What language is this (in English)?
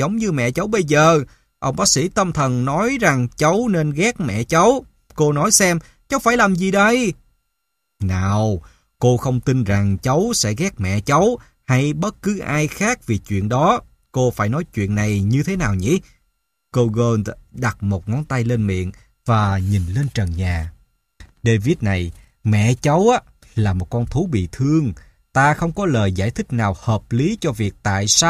Vietnamese